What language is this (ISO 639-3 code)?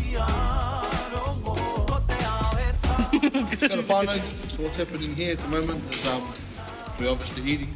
mri